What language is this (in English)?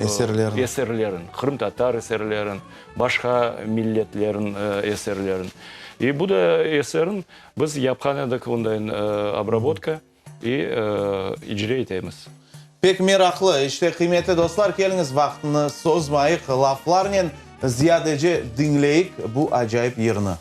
Crimean Tatar